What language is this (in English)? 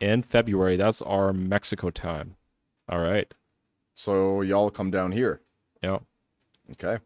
Plautdietsch